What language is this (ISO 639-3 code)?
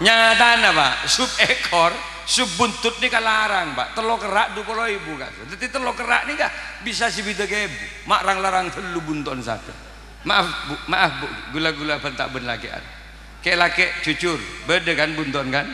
mad